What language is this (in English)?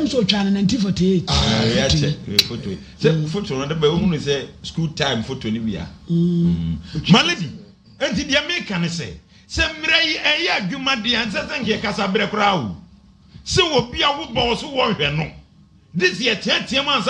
Akan